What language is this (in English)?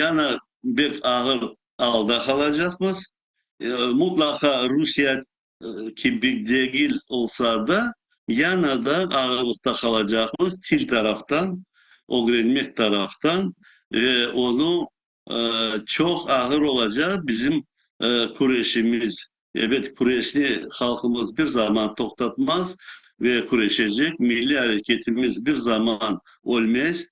Crimean Tatar